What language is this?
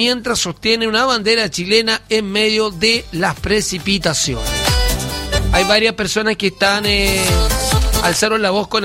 Spanish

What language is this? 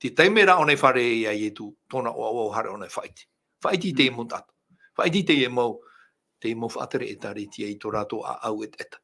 Tahitian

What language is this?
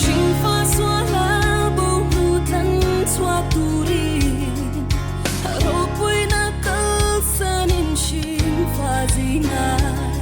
Falam Chin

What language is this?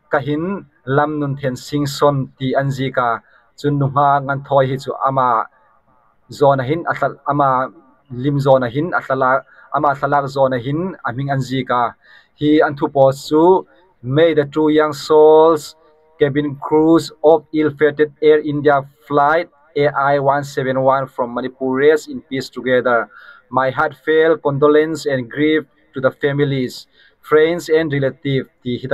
Hmar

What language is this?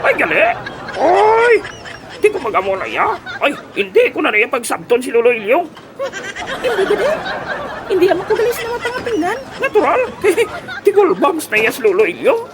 Hiligaynon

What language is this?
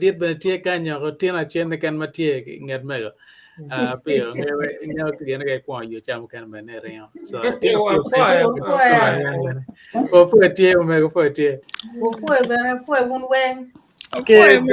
Acoli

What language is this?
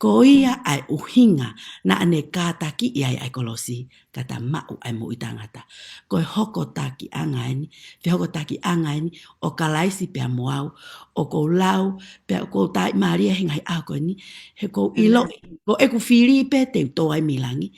Tongan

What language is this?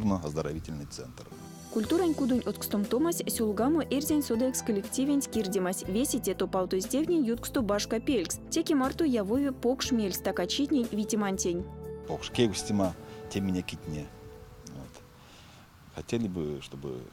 Erzya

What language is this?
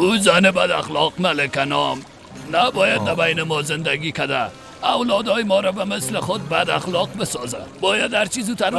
Persian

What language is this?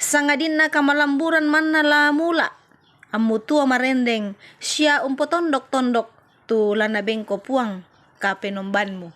Toraja-Sa'dan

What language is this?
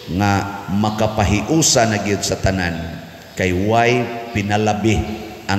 Cebuano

